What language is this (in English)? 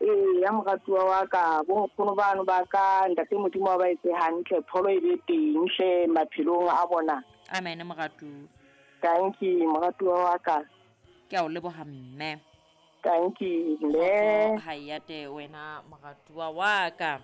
Southern Sotho